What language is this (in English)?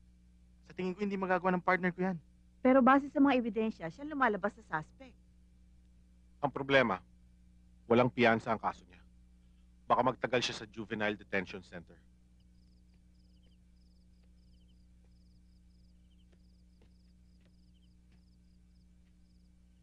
Filipino